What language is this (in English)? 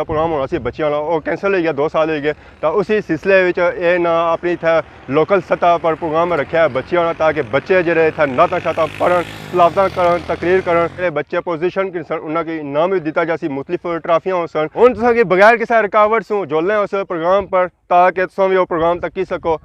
Pahari-Potwari